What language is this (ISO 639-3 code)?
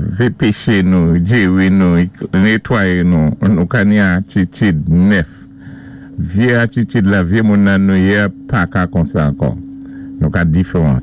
acf